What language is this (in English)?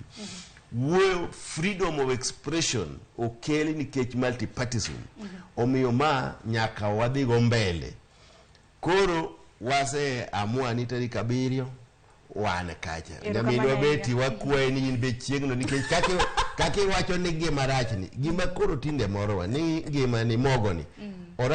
Luo (Kenya and Tanzania)